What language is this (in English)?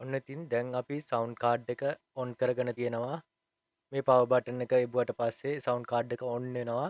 Sinhala